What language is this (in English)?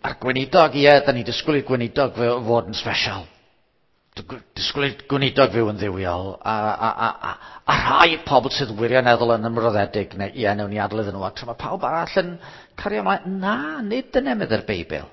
Welsh